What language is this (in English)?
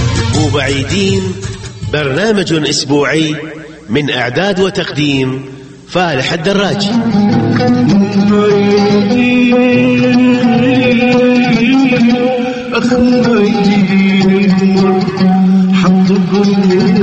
Arabic